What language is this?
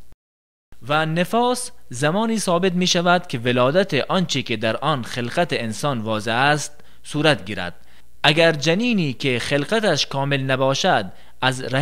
Tajik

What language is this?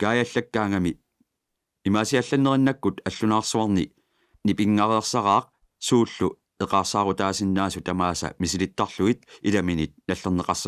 Kalaallisut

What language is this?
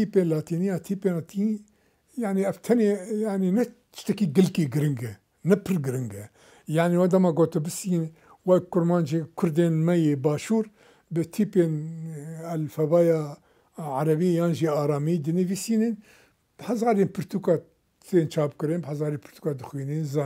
Kurdish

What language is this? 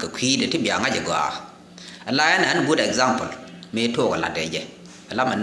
Nuer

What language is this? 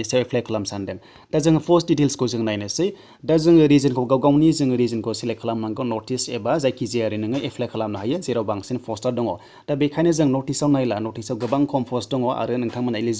Bodo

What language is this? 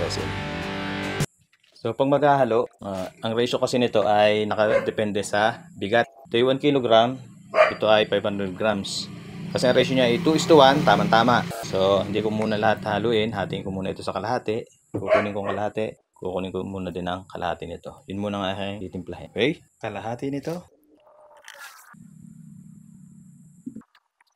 Filipino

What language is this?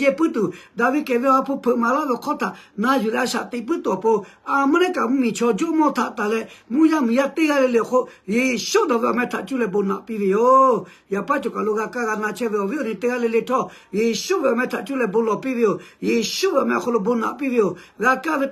Lahu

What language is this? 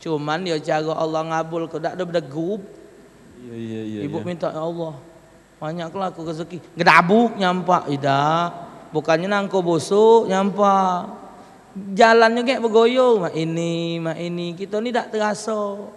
Musi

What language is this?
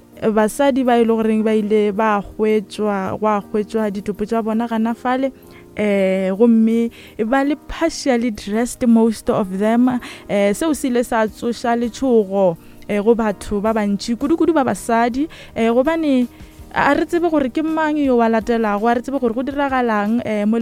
Northern Sotho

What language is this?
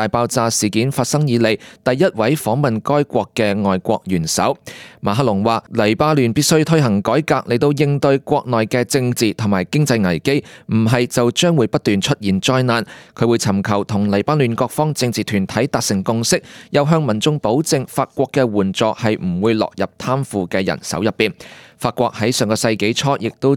Cantonese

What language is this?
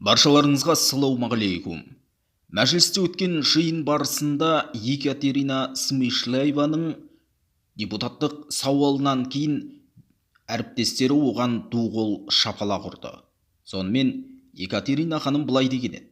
Kazakh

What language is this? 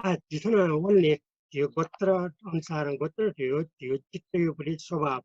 Newari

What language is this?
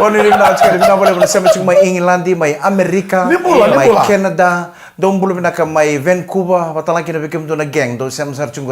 Fijian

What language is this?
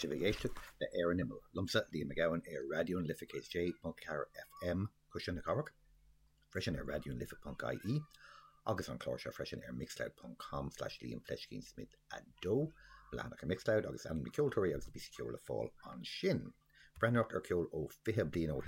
Irish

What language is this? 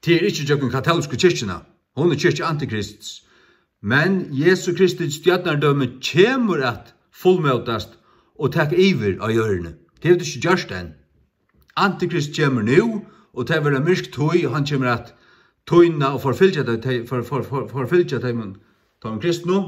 Faroese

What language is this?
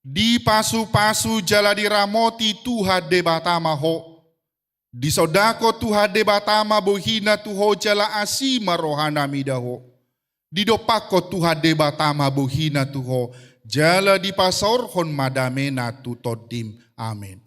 Batak Toba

